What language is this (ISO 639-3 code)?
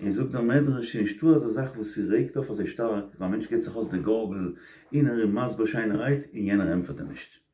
yid